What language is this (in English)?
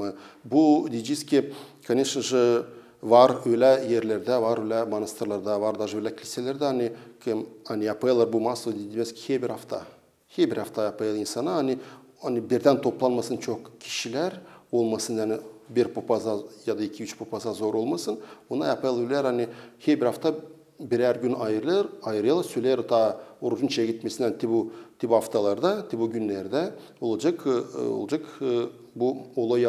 Gagauz